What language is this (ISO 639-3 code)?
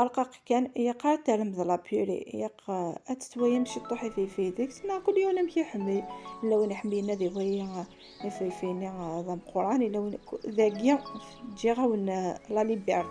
kab